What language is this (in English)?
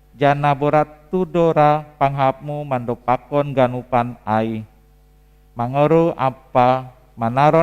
Batak Simalungun